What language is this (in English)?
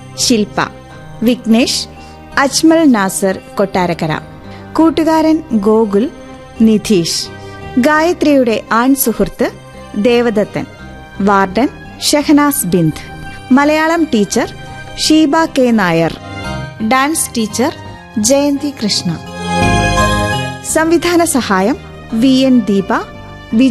Malayalam